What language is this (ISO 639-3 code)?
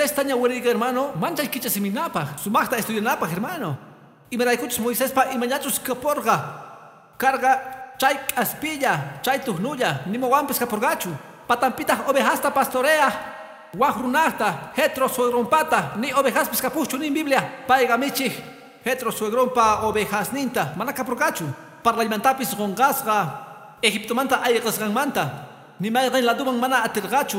que